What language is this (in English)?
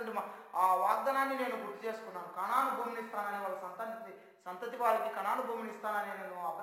Telugu